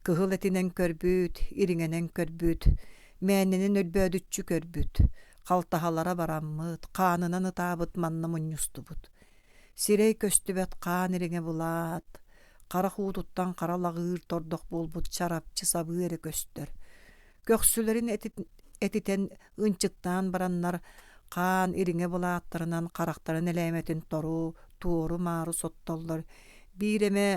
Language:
Yakut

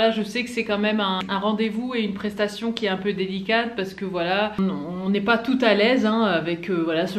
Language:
French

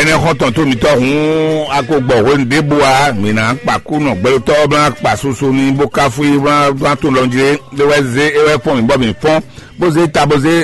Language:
Fon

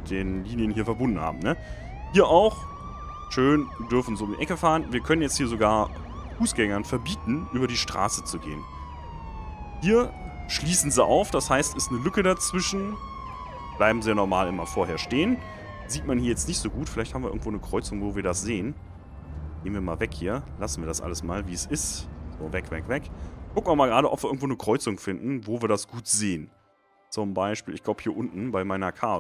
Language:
German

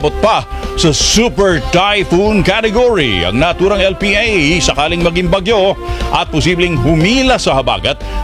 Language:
Filipino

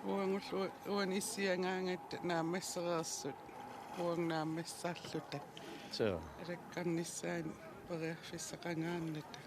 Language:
Kalaallisut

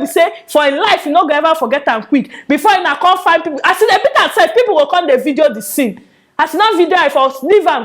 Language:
Nigerian Pidgin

